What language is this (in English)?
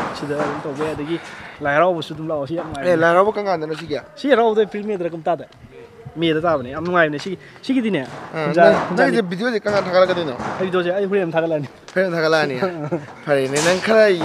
Manipuri